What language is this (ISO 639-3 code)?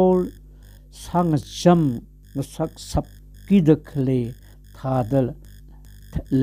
nmf